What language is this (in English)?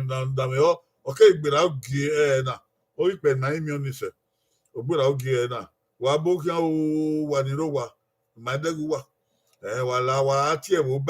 Bini